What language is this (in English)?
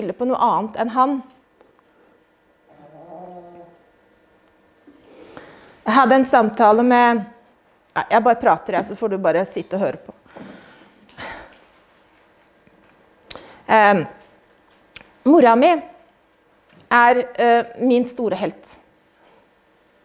Norwegian